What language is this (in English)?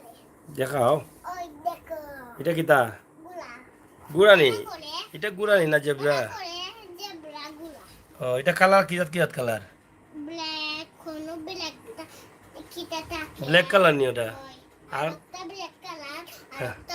Sylheti